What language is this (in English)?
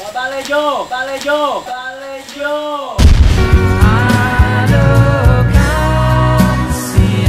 Manado Malay